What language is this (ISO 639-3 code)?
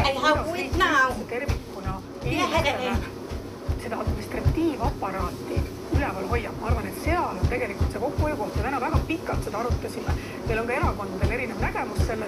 est